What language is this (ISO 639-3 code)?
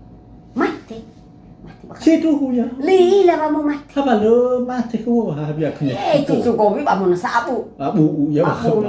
nia